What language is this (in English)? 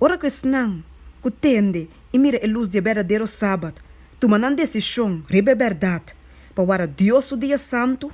Papiamento